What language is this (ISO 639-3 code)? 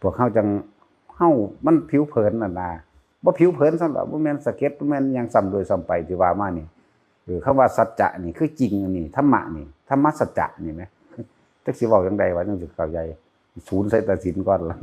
tts